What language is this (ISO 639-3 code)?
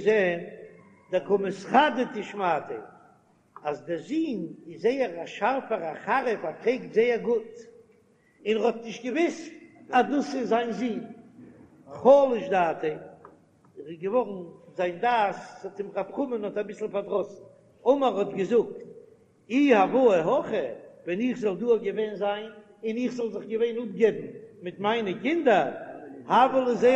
yid